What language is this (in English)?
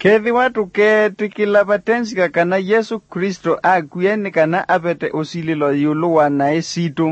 Kamba